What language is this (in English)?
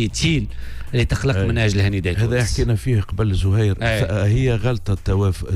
Tunisian Arabic